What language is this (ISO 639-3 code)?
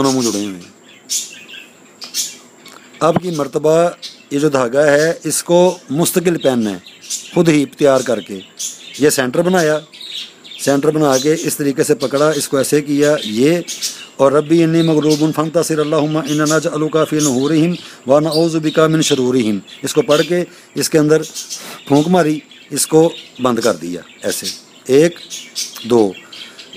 urd